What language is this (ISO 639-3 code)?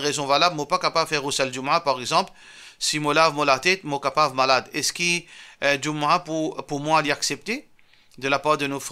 mfe